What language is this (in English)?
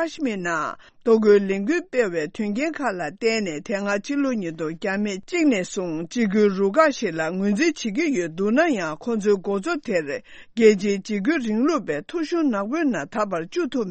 Tibetan